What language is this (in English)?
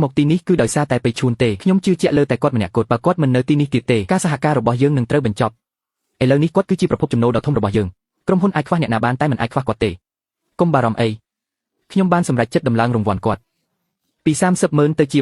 Khmer